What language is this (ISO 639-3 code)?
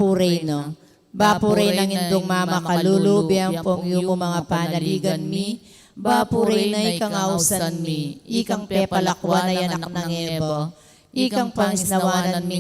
pam